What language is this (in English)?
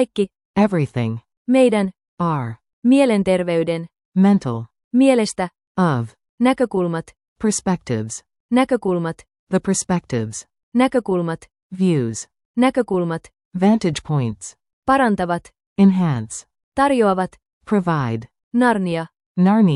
Finnish